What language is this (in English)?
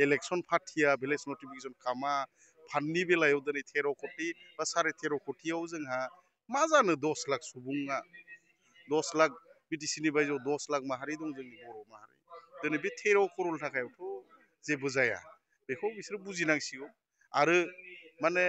Bodo